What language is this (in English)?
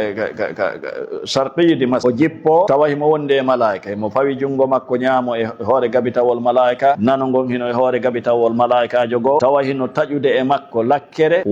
Fula